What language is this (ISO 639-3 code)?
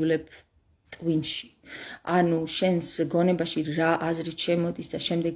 kat